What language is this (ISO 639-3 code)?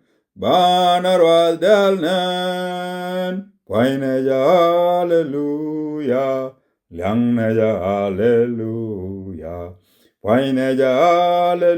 nus